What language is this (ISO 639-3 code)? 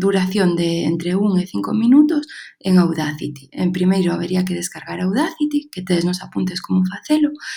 glg